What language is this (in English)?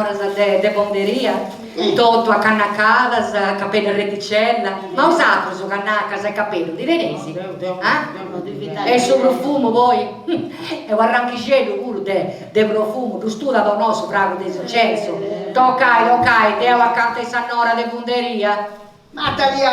Sardinian